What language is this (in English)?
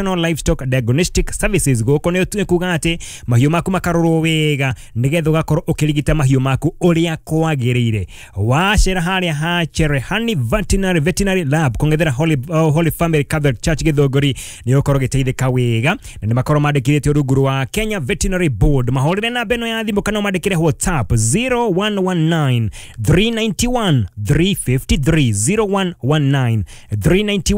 Kikuyu